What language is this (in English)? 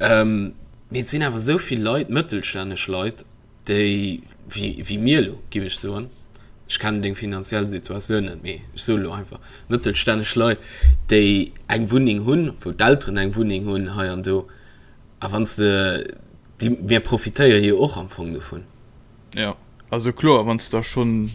Luxembourgish